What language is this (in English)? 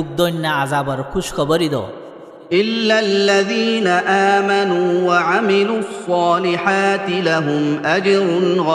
Rohingya